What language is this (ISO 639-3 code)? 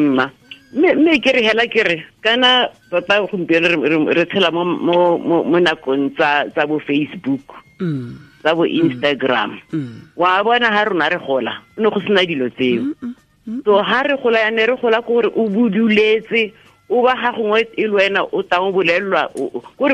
tsn